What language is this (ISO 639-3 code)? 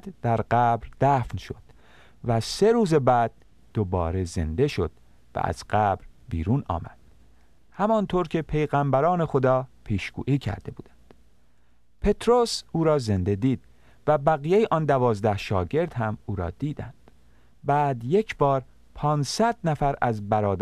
fas